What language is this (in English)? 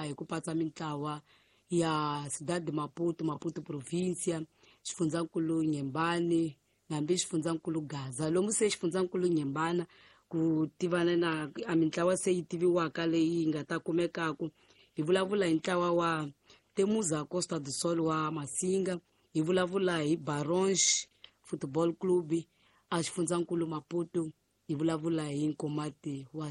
Tsonga